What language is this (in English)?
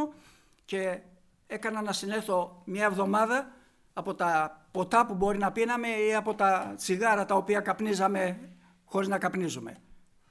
Greek